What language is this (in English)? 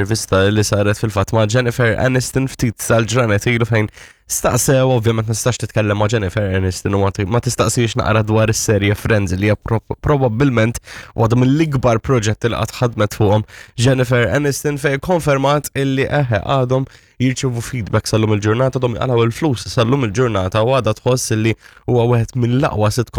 Maltese